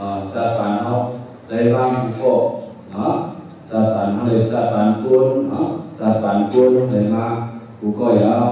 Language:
Shan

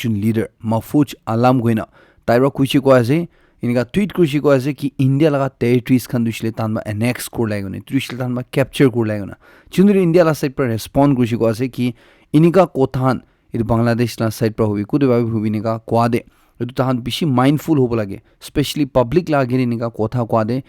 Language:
Naga Pidgin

